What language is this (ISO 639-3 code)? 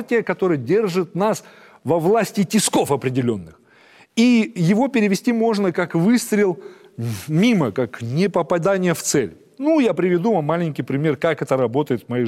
rus